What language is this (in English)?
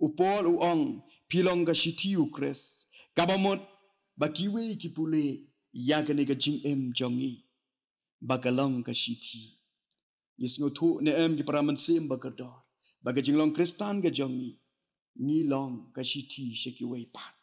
Khasi